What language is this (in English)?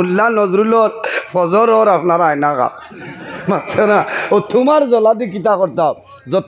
Sylheti